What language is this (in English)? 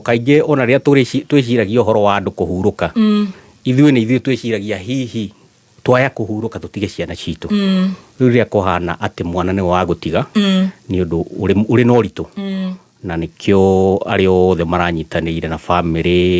Kikuyu